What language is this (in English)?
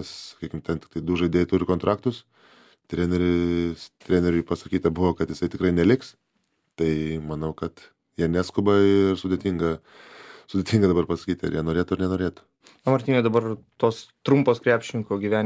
Lithuanian